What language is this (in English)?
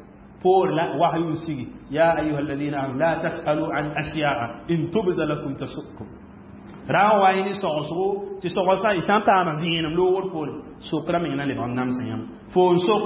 Mossi